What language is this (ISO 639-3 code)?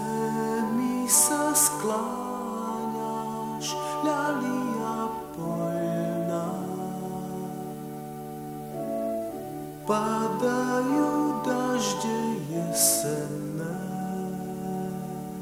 slk